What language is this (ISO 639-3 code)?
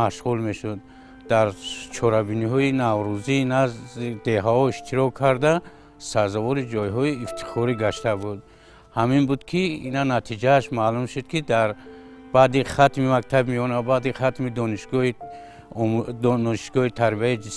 tgk